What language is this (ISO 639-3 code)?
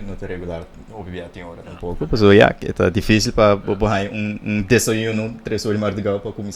pap